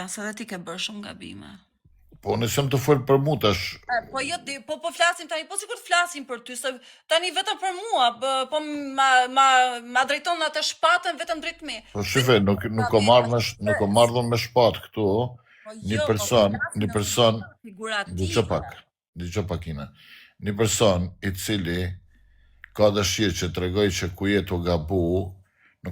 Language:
Albanian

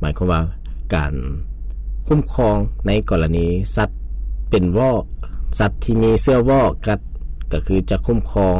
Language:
Lao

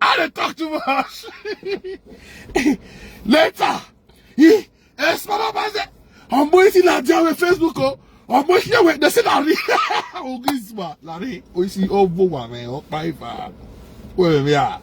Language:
Nigerian Pidgin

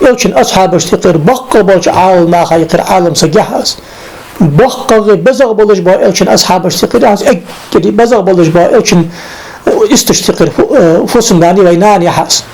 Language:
Ingush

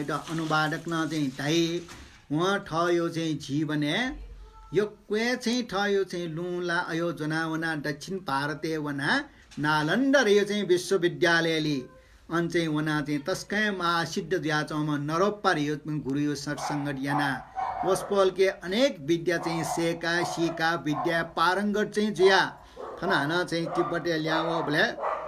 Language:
Newari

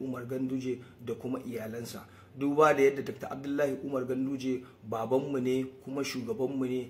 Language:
Hausa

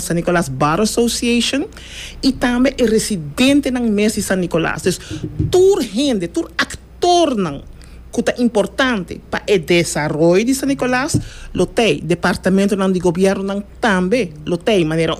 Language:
Papiamento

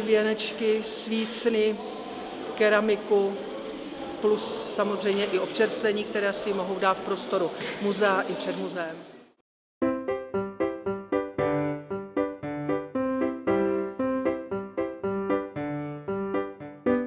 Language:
Czech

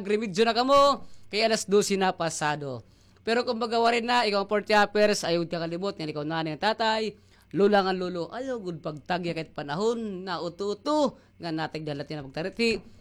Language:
Waray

